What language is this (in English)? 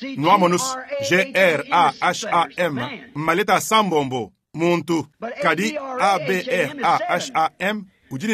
Luba-Lulua